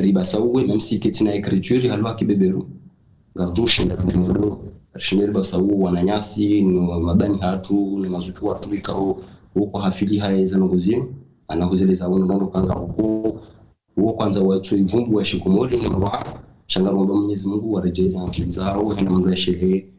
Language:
Ngazidja Comorian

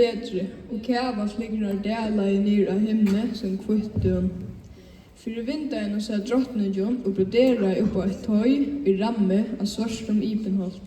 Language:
Faroese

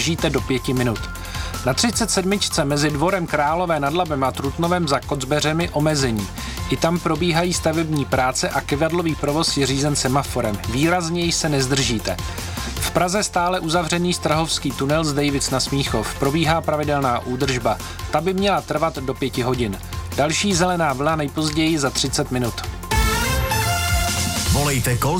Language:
Czech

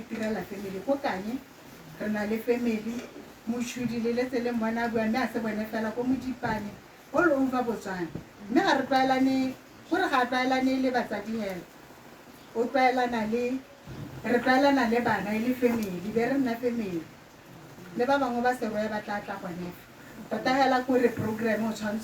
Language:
Tswana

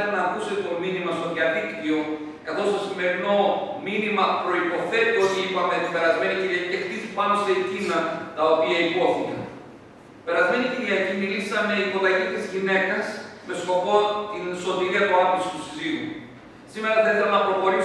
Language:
Greek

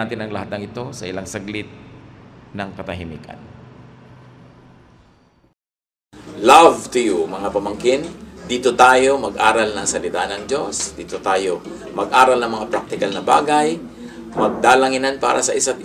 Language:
Filipino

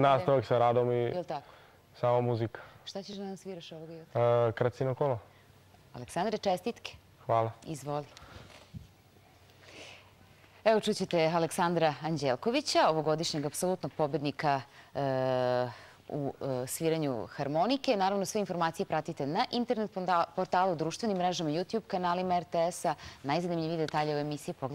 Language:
Serbian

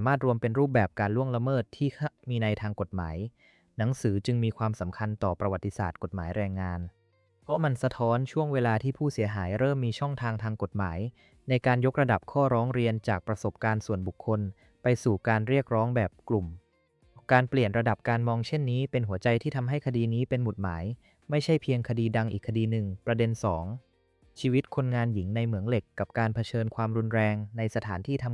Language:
Thai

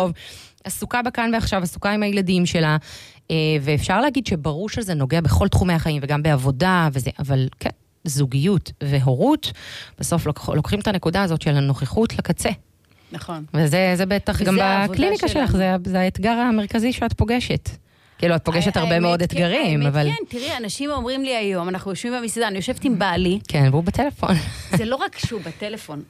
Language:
Hebrew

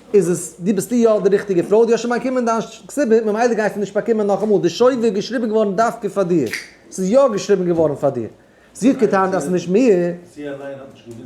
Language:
Yiddish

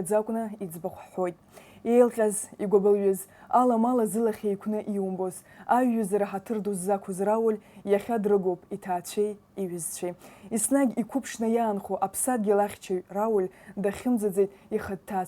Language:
Abkhazian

